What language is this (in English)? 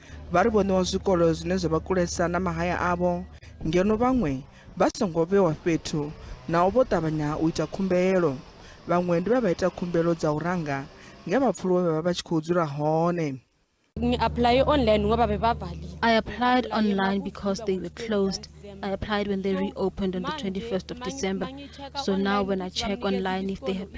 Venda